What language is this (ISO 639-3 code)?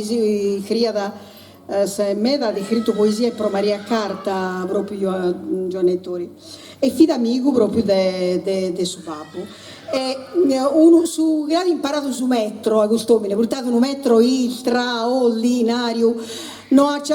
srd